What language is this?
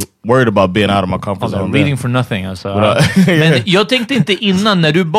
Swedish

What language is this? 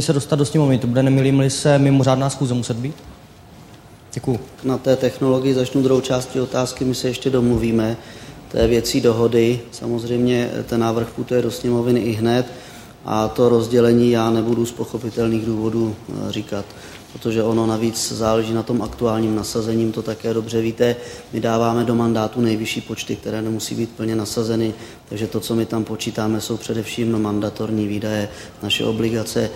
Czech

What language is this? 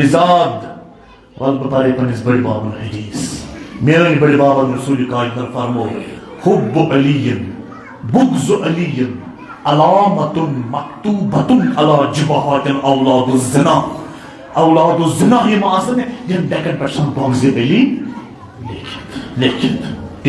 Kashmiri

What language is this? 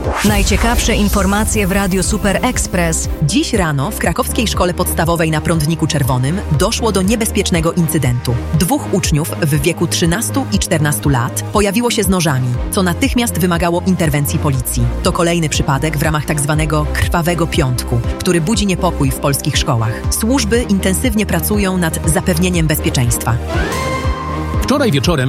Polish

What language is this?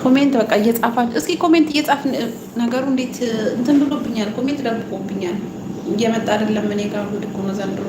Amharic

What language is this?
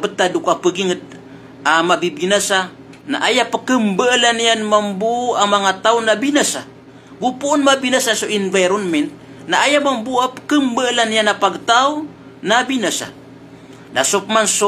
Maranao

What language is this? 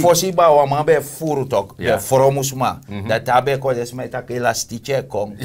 Sranan Tongo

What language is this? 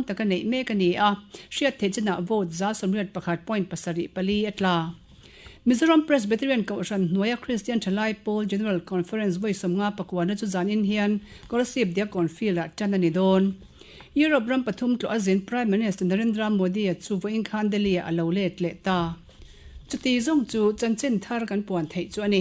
Mizo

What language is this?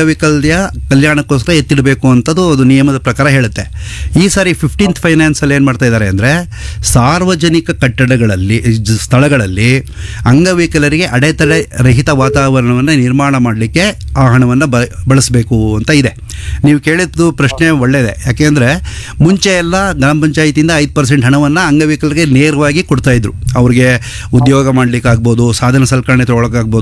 Kannada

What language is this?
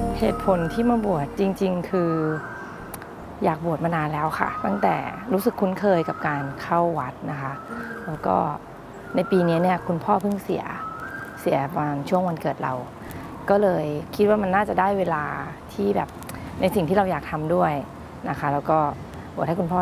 Thai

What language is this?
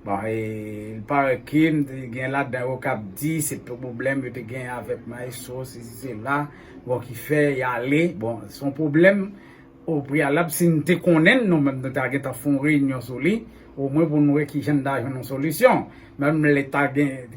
Haitian Creole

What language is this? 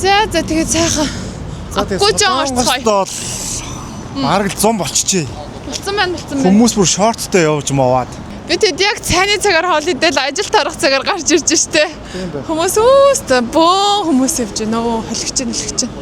Mongolian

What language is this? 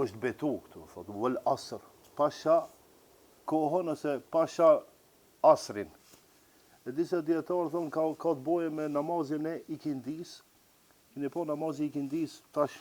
Albanian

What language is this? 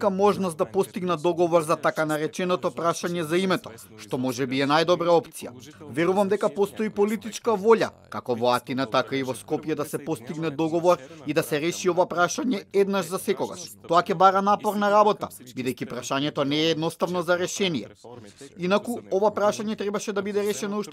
Macedonian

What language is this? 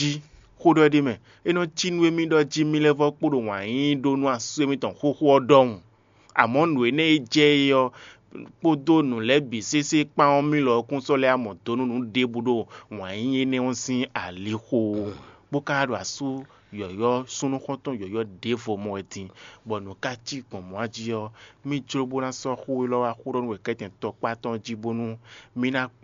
Fon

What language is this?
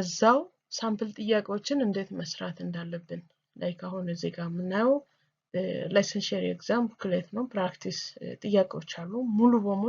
Amharic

